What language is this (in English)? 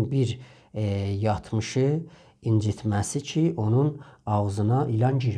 South Azerbaijani